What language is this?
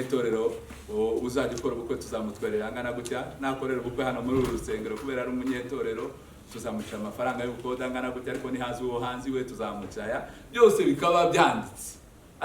Kinyarwanda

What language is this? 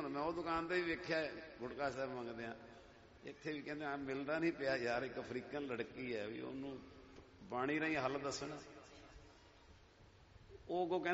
Punjabi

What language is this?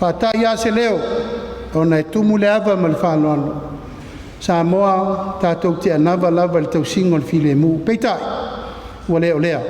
Samoan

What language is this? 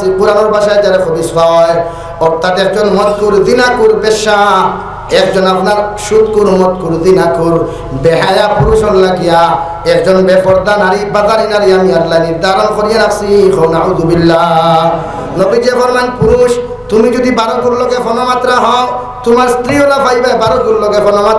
Sylheti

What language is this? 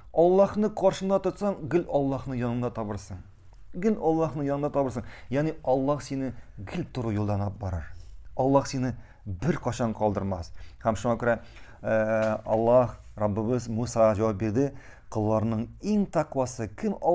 Tatar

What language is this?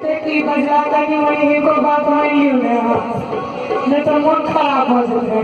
Maithili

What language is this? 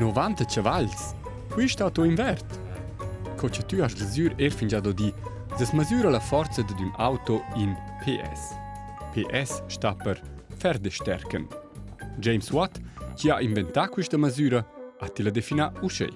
Romansh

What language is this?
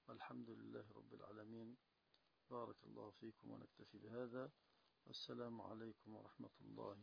Arabic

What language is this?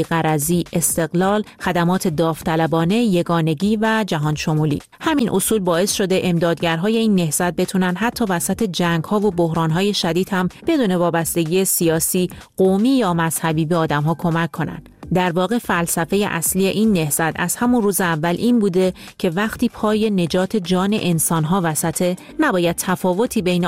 Persian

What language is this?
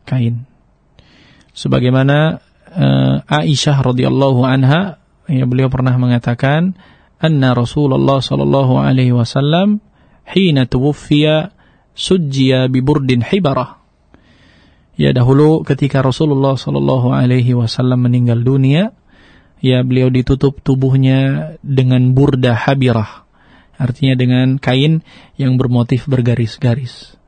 Indonesian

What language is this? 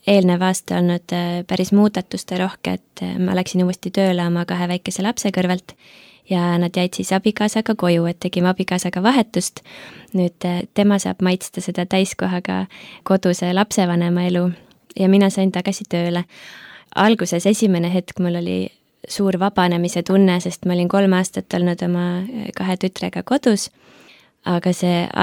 Estonian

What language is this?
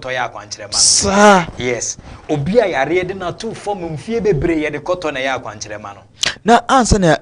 Akan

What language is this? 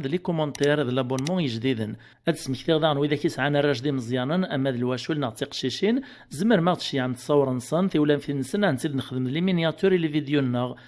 Kabyle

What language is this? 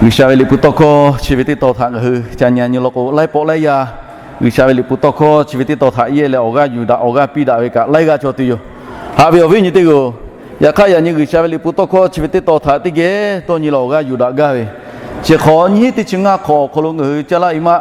Lahu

